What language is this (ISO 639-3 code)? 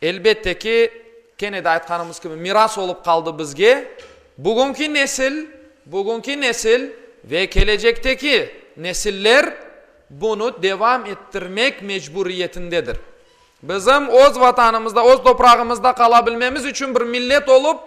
crh